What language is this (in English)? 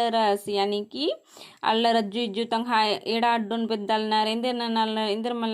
Kurukh